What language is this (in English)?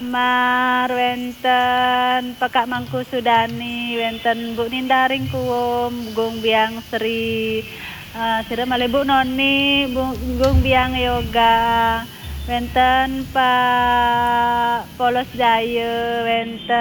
Balinese